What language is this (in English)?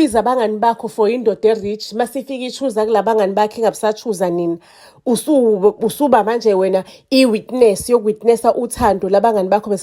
Zulu